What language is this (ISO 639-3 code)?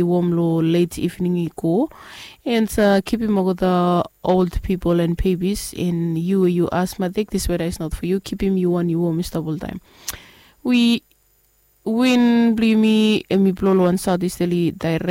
bis